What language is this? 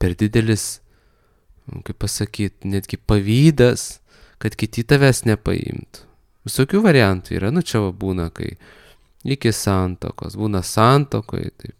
Lithuanian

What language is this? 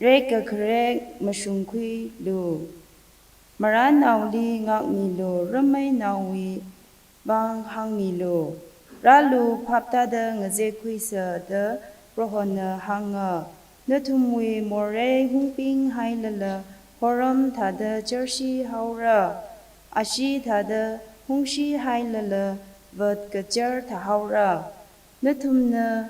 Tangkhul Naga (India)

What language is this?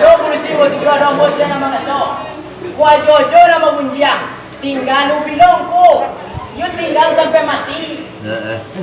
Minangkabau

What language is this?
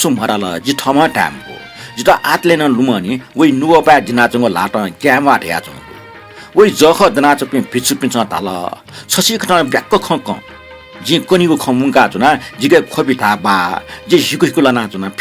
Newari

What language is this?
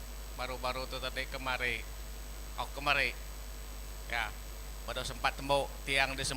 Iban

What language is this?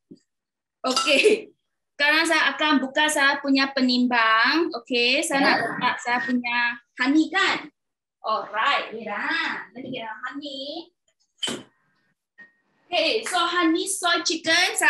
Malay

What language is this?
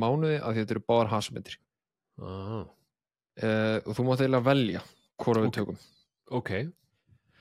Icelandic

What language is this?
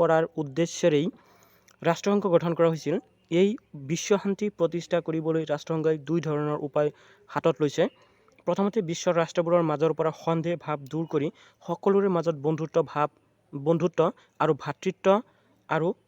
Assamese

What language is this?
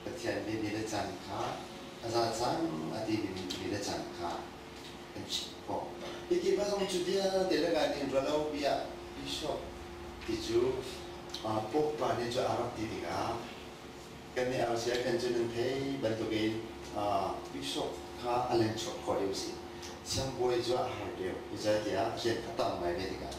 Hakha Chin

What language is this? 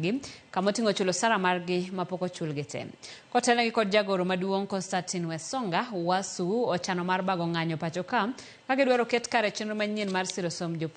Luo (Kenya and Tanzania)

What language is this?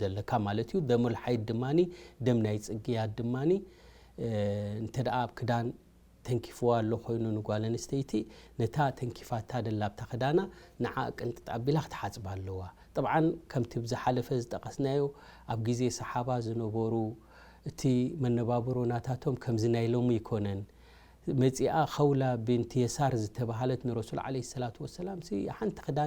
Tigrinya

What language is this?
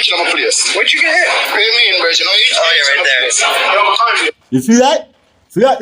Jamaican Creole English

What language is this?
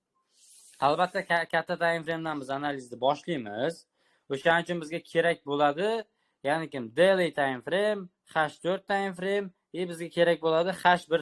Uzbek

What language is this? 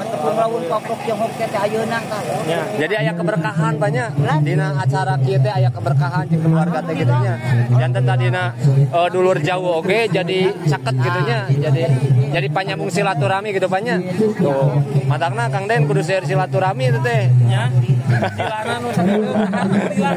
Sundanese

